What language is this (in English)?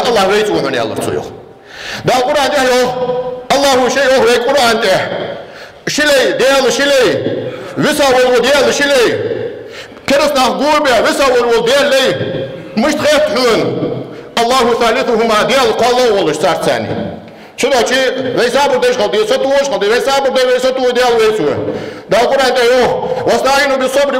Ingush